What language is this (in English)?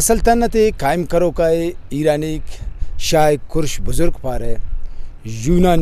Brahui